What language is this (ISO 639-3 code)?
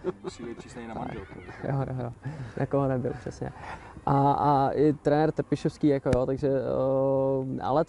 ces